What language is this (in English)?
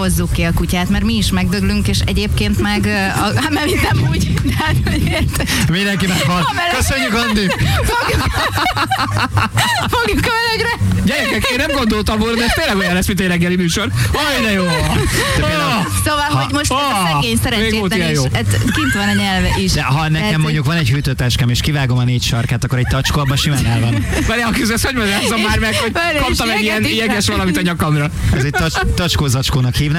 Hungarian